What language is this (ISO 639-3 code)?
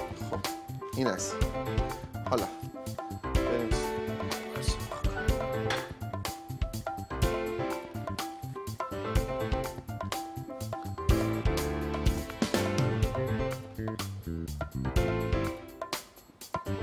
fas